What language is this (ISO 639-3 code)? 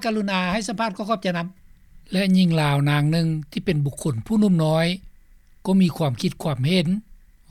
lao